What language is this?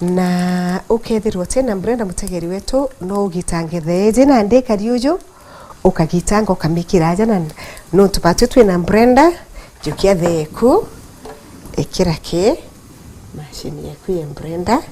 Meru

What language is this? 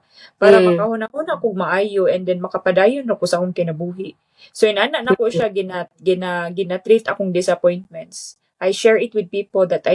Cebuano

